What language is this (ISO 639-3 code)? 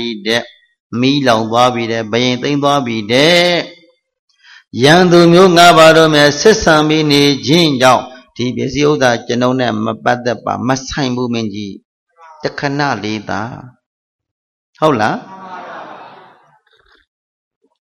mya